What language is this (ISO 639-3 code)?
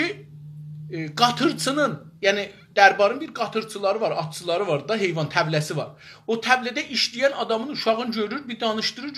azb